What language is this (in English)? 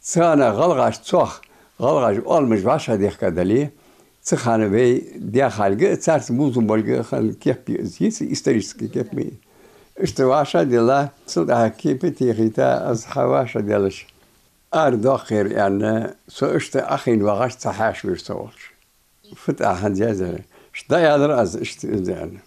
Ingush